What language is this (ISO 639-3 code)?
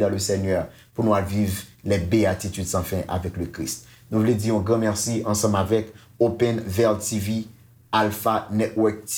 hat